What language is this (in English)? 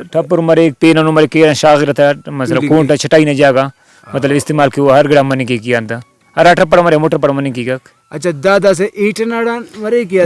Brahui